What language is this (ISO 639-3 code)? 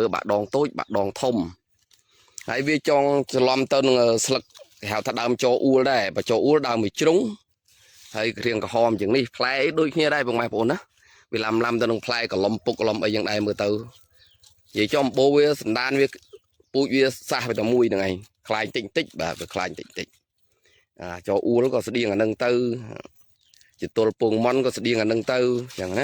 khm